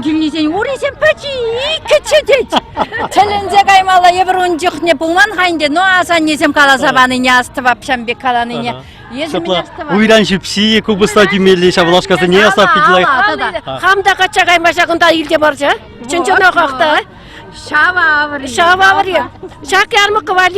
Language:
Chuvash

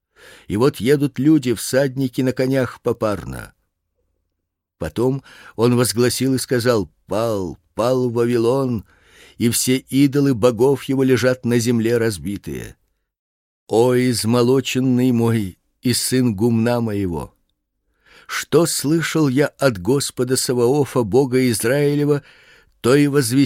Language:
Russian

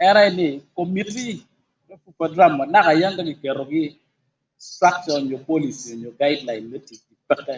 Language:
Acoli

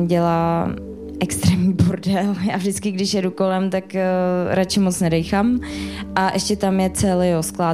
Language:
Czech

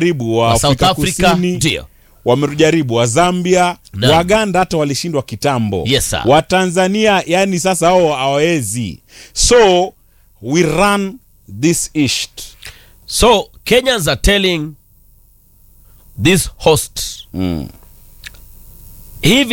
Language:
Swahili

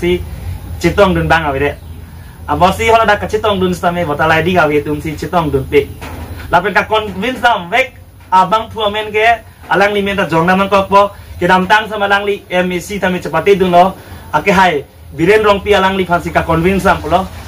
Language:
Karbi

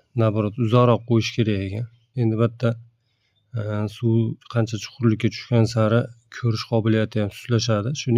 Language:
Uzbek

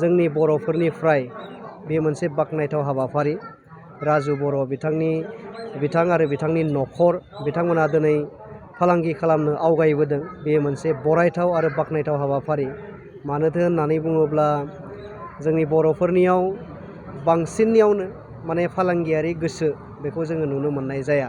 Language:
Bodo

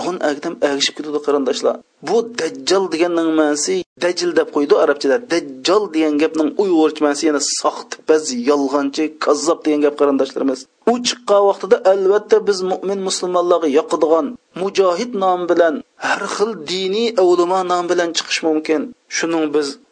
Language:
Uyghur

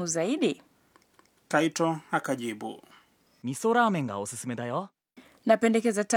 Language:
Swahili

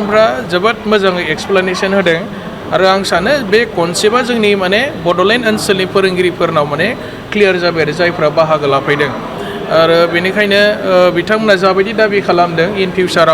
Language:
Bodo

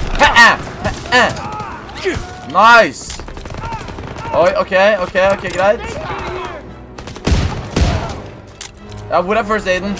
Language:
Norwegian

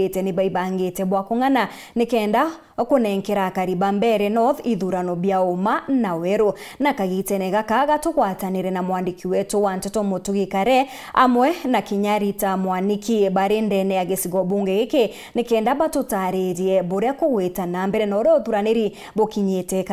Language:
Meru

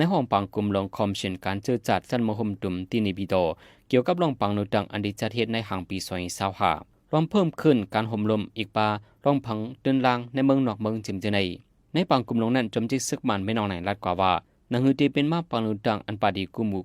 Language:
Shan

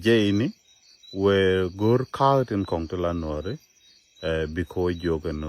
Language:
Nuer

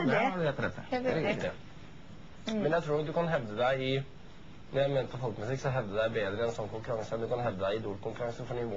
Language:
Norwegian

